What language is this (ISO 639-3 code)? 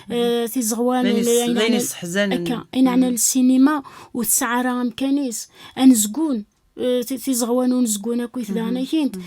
kab